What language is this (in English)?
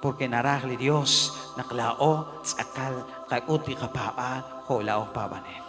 Kekchí